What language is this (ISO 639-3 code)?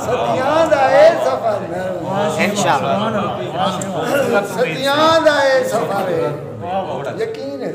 skr